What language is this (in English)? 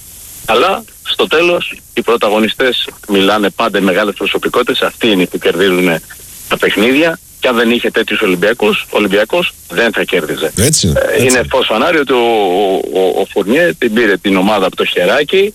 Greek